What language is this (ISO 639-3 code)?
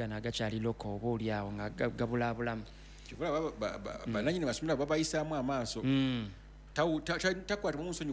lug